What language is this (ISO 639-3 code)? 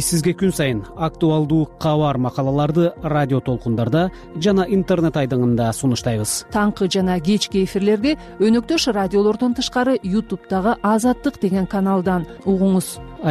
kir